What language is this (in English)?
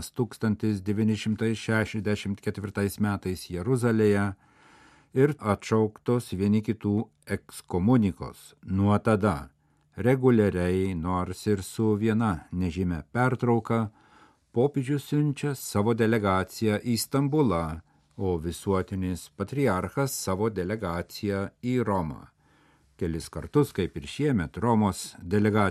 Lithuanian